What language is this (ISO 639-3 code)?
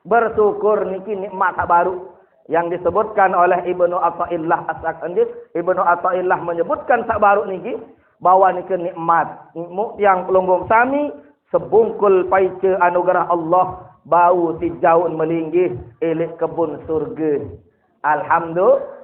sas